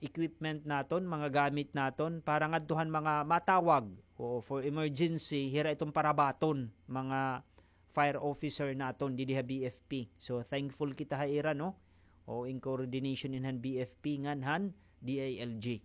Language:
Waray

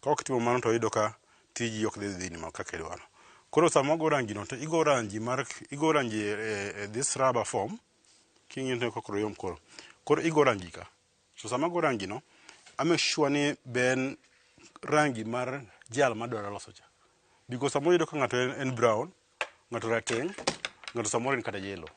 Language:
Luo (Kenya and Tanzania)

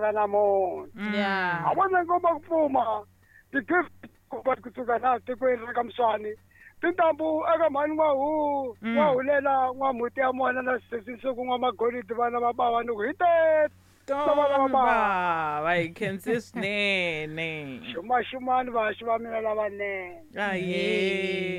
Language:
Tsonga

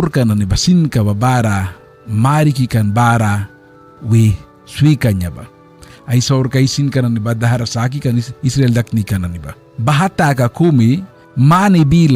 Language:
Mískito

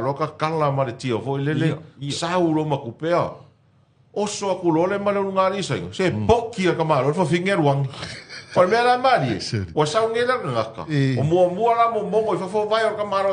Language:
Samoan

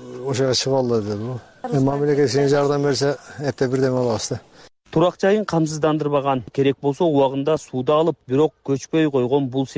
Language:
Kyrgyz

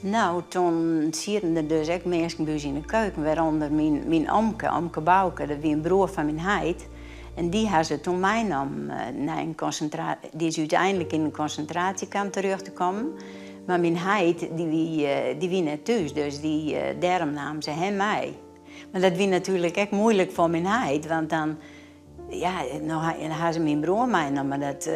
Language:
Western Frisian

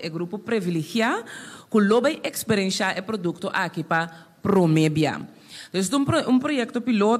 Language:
Papiamento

